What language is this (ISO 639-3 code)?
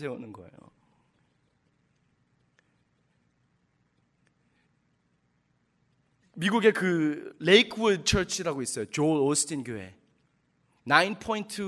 kor